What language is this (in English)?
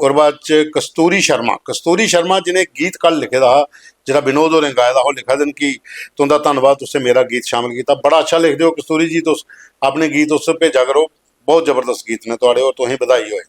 Dogri